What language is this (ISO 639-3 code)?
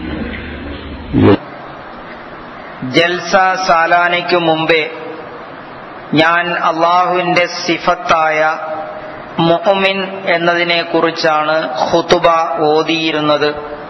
mal